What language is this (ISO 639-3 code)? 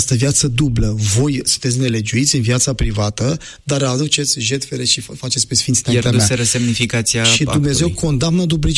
ron